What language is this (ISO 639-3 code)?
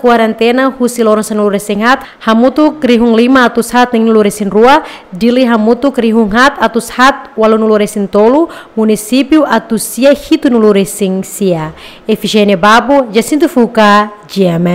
tet